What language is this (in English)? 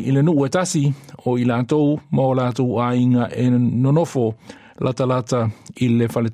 Samoan